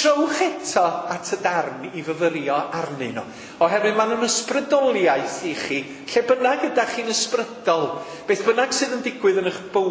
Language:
Welsh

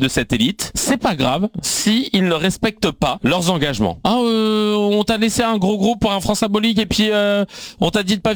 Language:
French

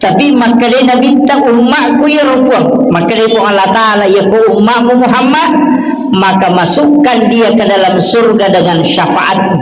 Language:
Buginese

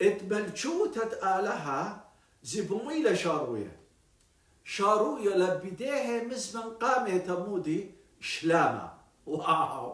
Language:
Assyrian Neo-Aramaic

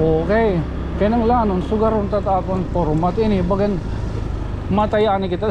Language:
Waray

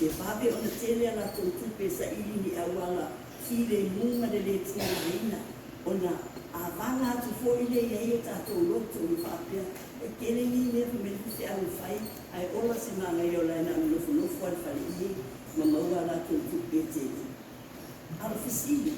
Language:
Samoan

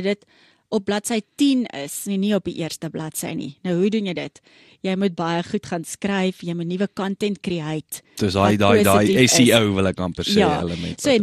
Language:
Afrikaans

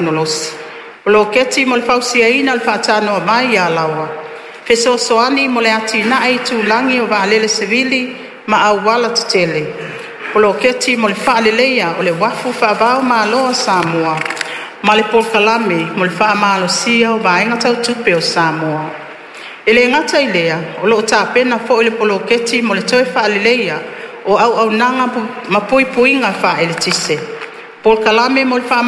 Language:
Samoan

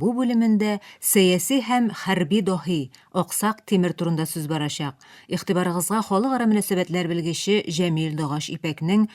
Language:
Tatar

